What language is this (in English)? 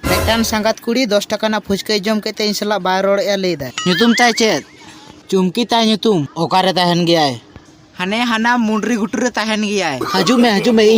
Santali